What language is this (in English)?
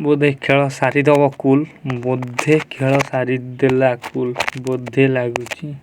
Odia